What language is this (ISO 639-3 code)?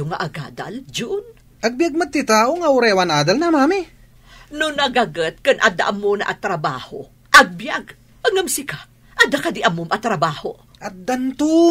ilo